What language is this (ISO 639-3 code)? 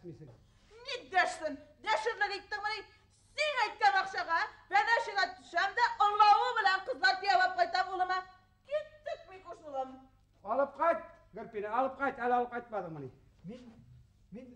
bak